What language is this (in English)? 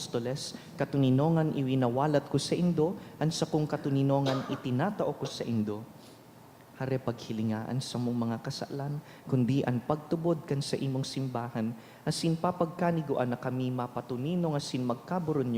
Bikol